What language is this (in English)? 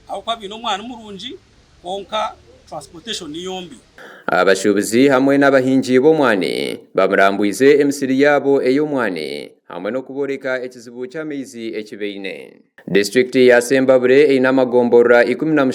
Nyankole